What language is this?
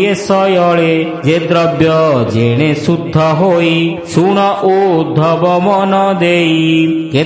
Odia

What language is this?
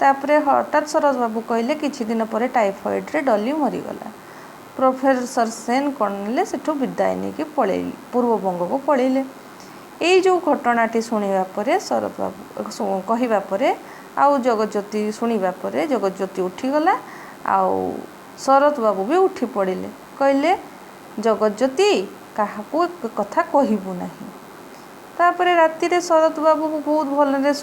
Odia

